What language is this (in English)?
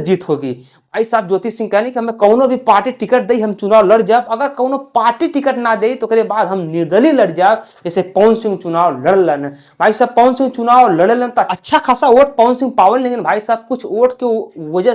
Bhojpuri